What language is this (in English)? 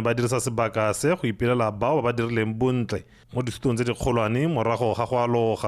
Tswana